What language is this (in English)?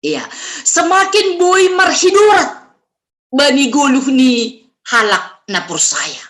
Batak Simalungun